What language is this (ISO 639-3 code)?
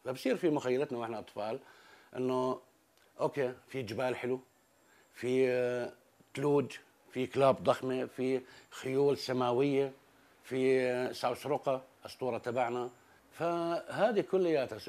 apc